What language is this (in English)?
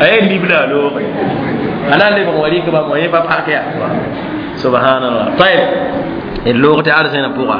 Mossi